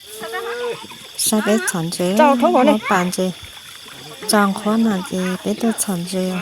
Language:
Hmong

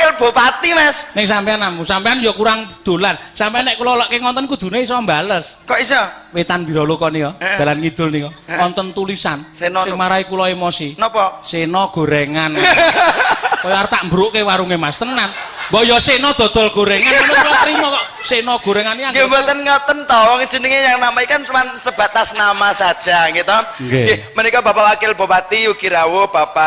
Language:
Javanese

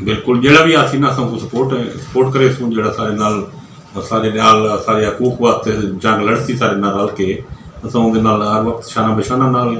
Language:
Saraiki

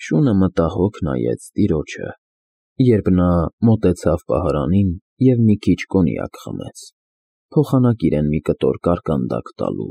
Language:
Armenian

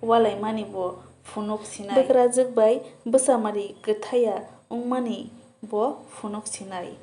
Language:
Kok Borok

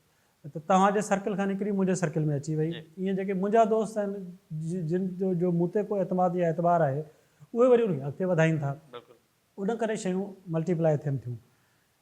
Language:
Sindhi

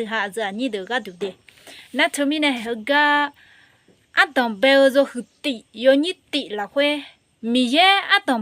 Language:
Akha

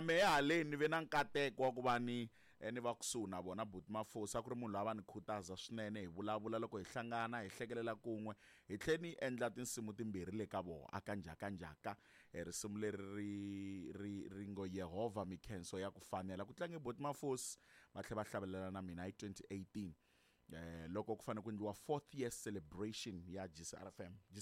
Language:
Tsonga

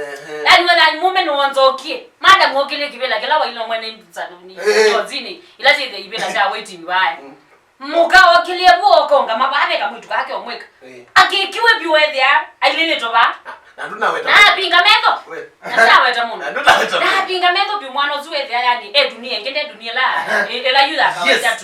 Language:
Kamba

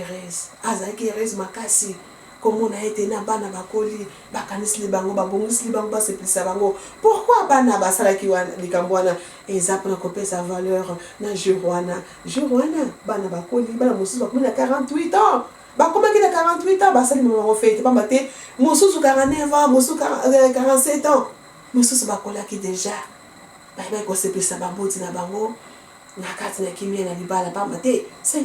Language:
Lingala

